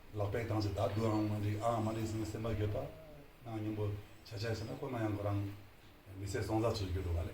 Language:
Ladakhi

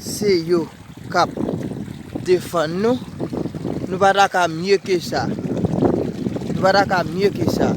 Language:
Haitian Creole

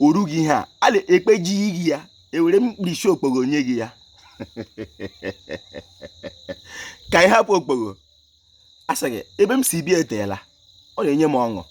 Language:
Igbo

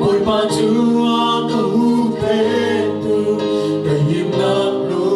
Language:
Hakha Chin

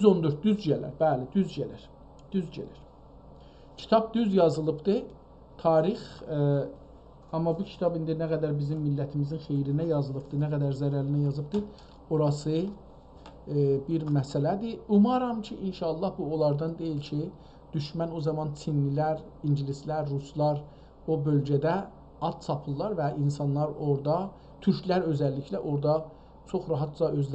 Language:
South Azerbaijani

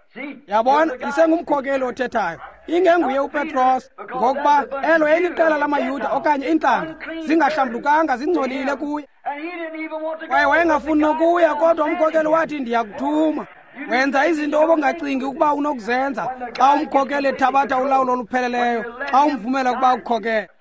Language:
Xhosa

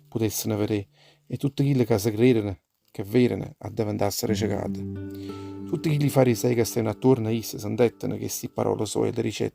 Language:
Neapolitan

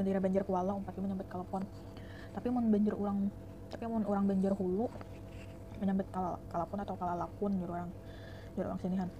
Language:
Banjar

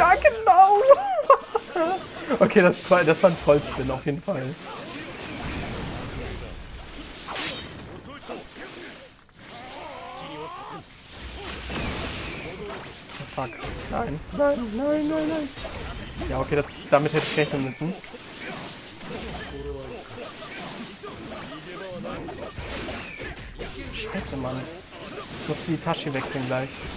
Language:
German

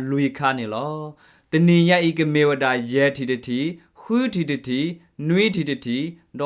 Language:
S'gaw Karen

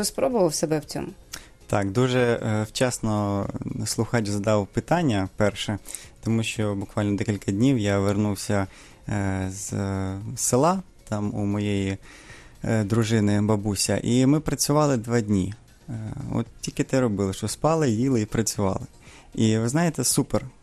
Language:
Ukrainian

